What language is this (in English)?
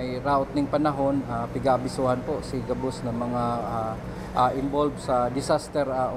Bikol